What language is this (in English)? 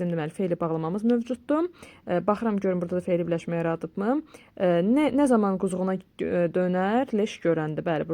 Azerbaijani